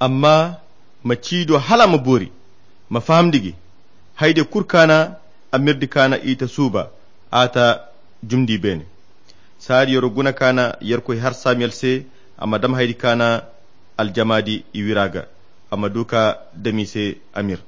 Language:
Koyra Chiini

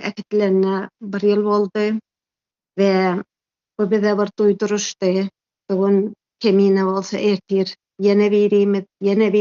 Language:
Turkmen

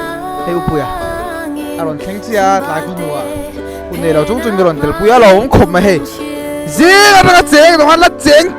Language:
Mizo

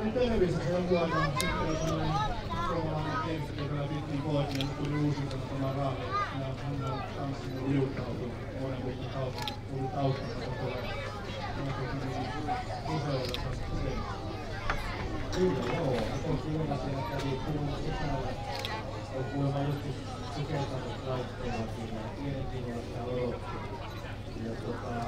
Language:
Finnish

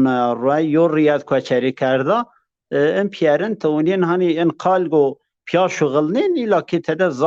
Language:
Zaza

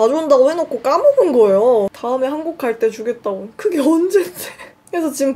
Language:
Korean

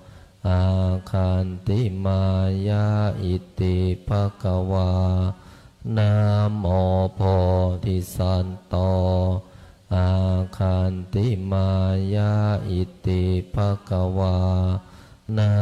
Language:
Pali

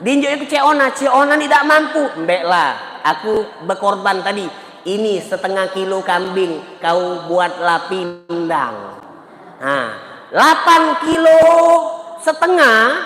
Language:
Musi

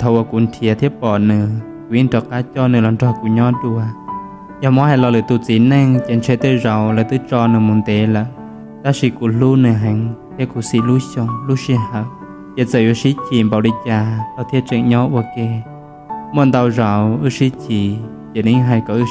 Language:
Hmong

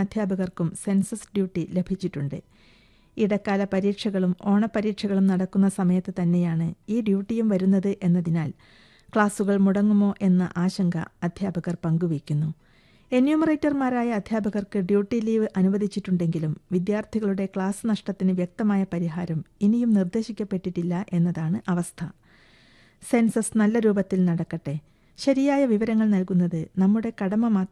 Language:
Malayalam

